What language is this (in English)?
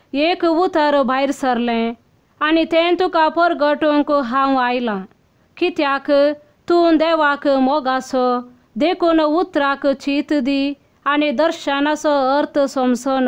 Konkani